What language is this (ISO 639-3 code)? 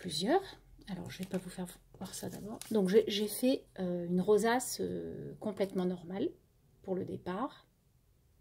fra